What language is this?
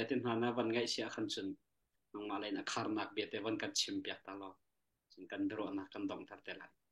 Hakha Chin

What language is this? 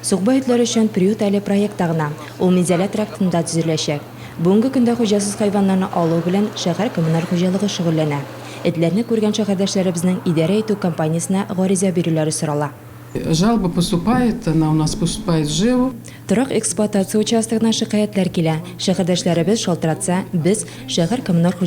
Tatar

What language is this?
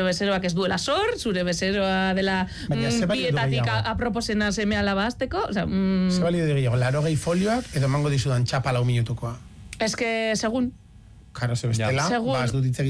Basque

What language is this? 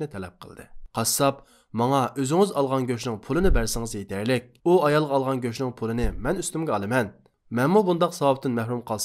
Uyghur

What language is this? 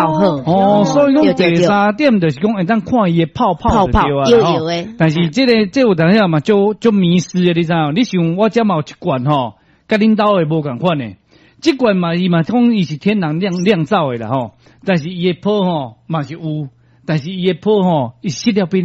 Min Nan Chinese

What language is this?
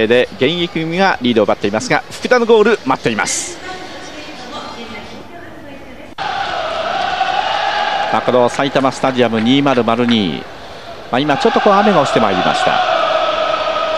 Japanese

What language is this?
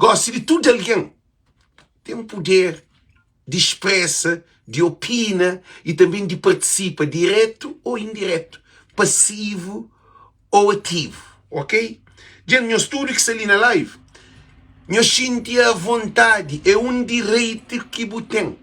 Kabuverdianu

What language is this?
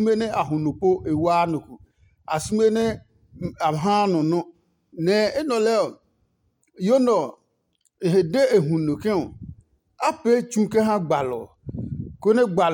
Adangme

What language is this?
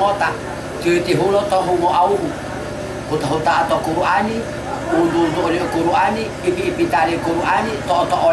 Gorontalo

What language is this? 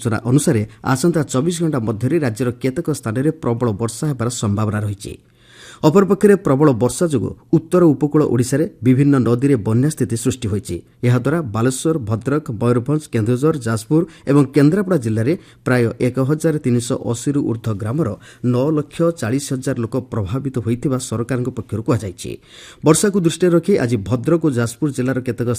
Odia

